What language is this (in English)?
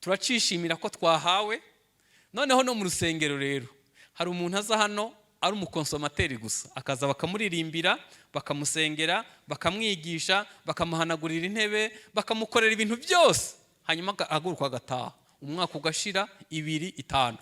Kinyarwanda